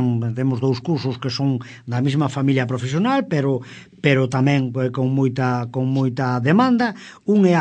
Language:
Galician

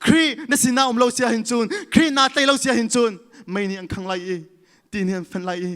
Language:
Hakha Chin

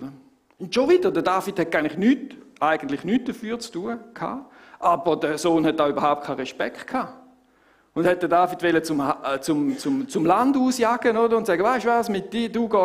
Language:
Swiss German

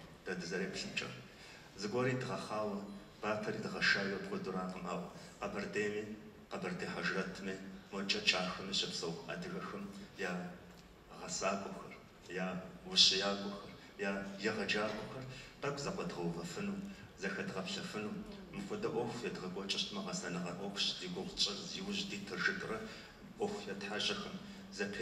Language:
Kabardian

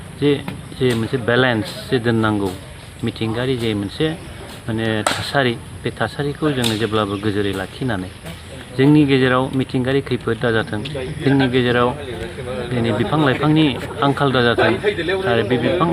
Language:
Bodo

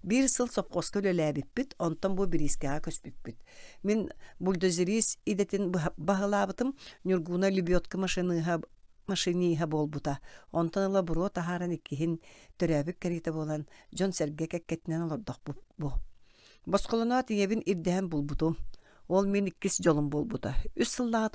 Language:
Yakut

